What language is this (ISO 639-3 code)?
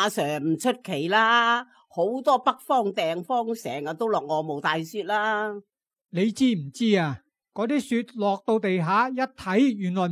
yue